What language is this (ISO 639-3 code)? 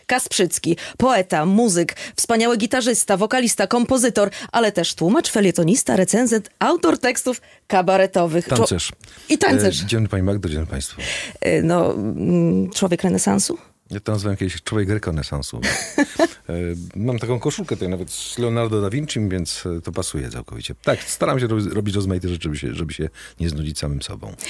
pol